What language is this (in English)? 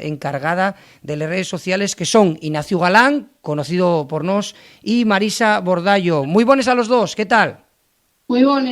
Asturian